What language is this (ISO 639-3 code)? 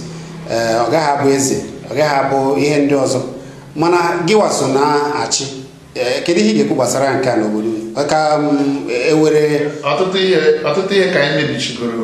ibo